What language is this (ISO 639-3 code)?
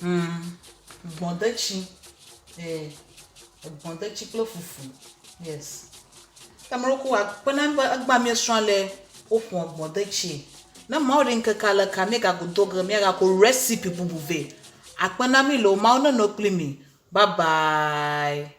ewe